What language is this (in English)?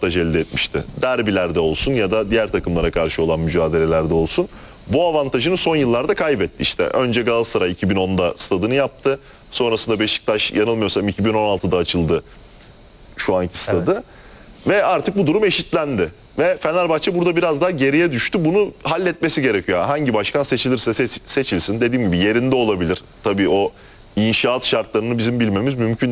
Turkish